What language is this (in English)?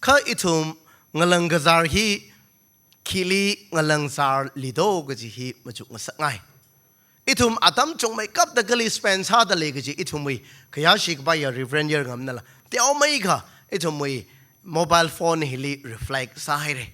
Tangkhul Naga (India)